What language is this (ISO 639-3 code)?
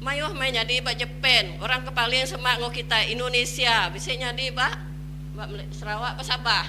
iba